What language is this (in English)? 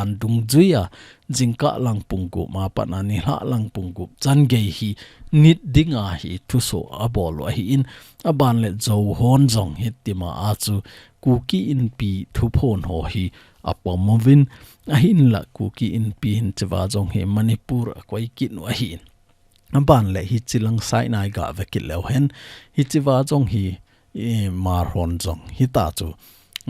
Thado Chin